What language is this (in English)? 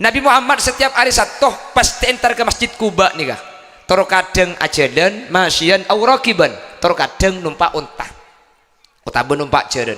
Madurese